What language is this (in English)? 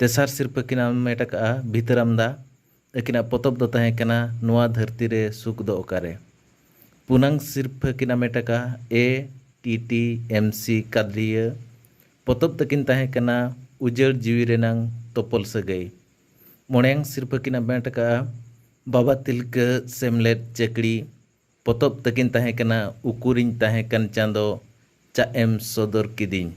Santali